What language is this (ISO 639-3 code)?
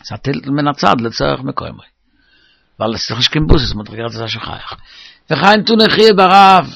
yid